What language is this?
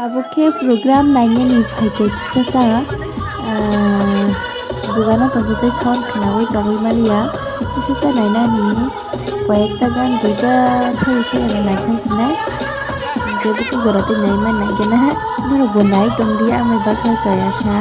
Kok Borok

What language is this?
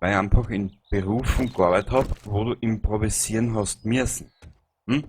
Bavarian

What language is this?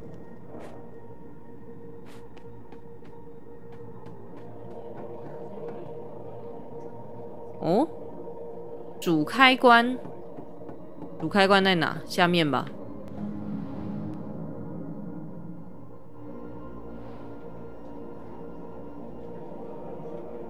Chinese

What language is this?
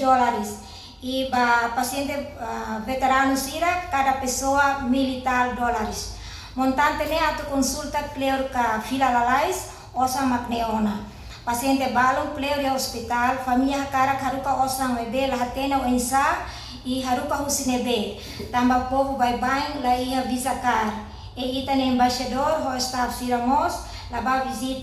Tetum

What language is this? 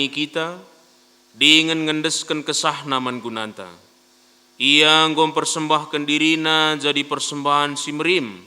Batak Karo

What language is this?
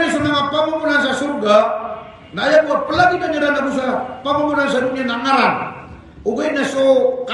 Maranao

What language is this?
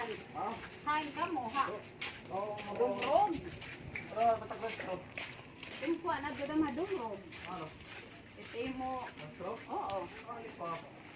Waray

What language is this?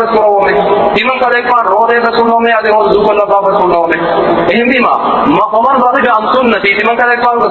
Divehi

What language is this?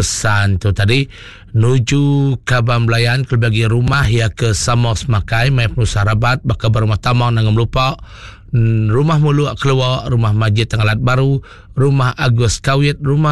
Iban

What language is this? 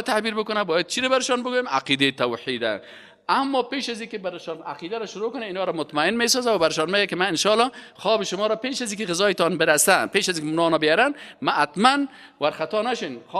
Persian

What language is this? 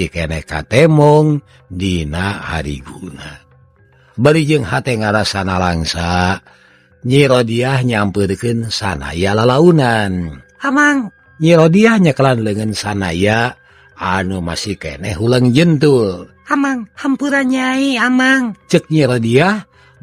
Sundanese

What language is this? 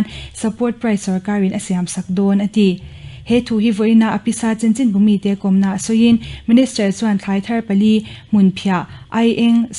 Mizo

